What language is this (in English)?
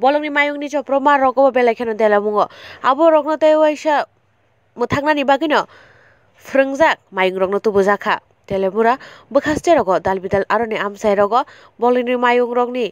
Kok Borok